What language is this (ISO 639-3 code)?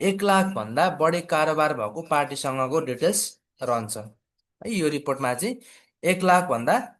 nep